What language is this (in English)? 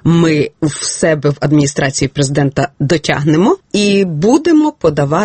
Ukrainian